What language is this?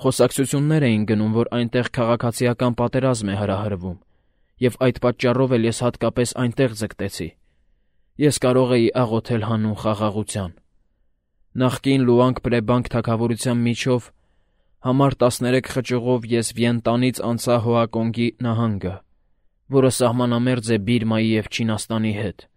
Armenian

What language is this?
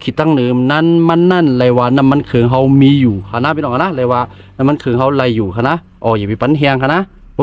Shan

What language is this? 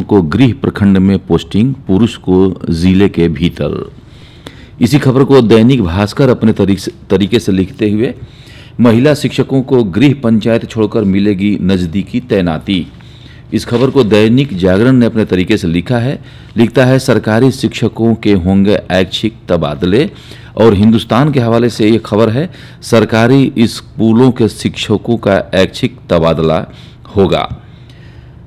Hindi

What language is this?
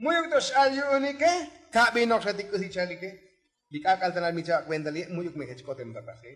Tzotzil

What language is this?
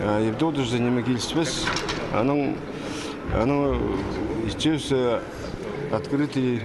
Khakas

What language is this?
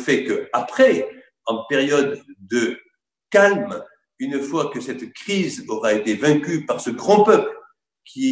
French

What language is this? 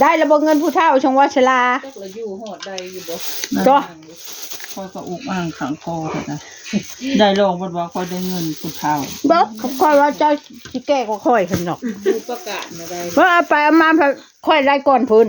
Northeastern Thai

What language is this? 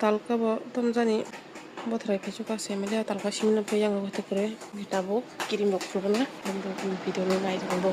Kok Borok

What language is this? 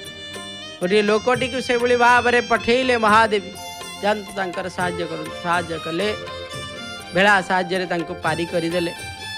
Odia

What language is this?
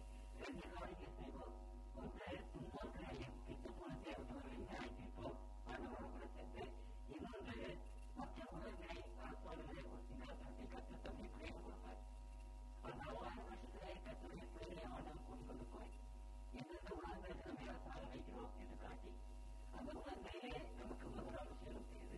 Tamil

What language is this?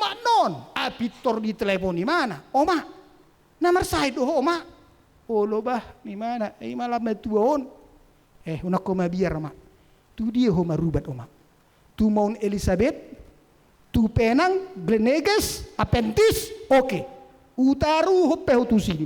Batak Toba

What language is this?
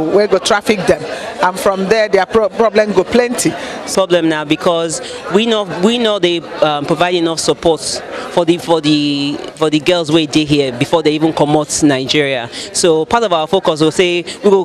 Nigerian Pidgin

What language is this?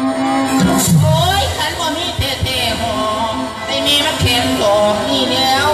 Lao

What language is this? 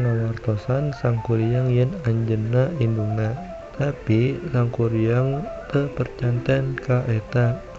Sundanese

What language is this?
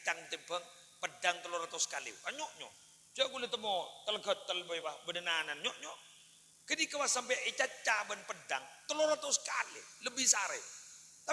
Madurese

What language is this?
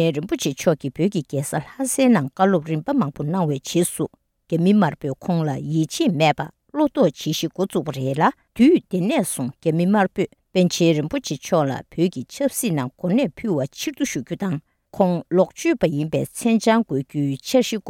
Tibetan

